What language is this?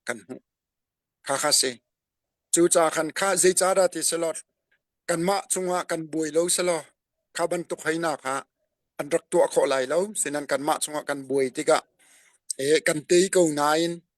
Hakha Chin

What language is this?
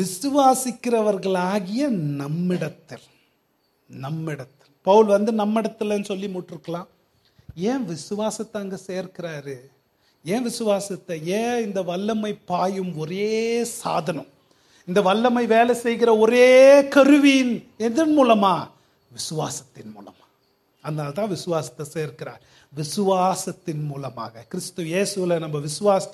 Tamil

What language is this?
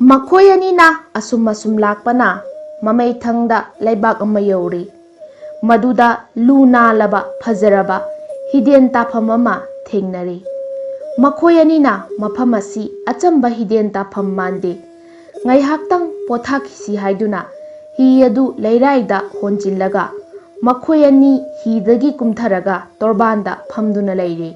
Manipuri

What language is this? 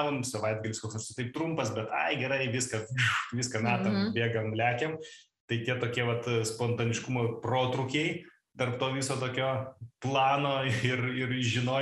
Lithuanian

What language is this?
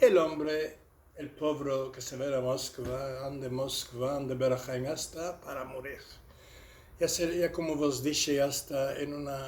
Ladino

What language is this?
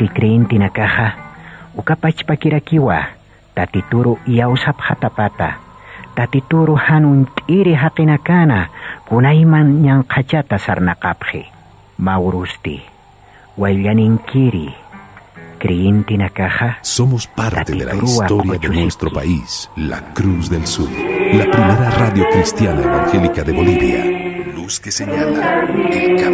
Aymara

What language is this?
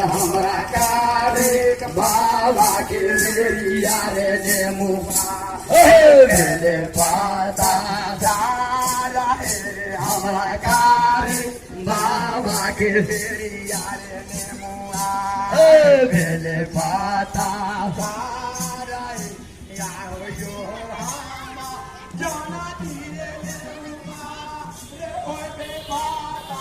Maithili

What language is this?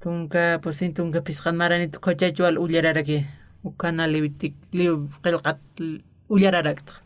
Aymara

